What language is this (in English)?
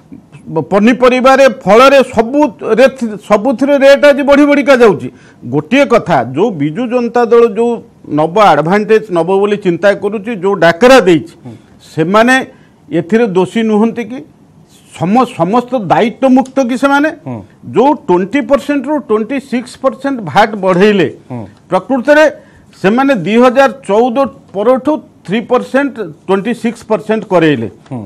Odia